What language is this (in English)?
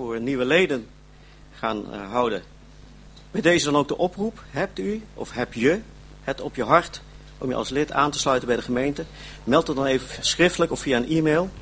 Dutch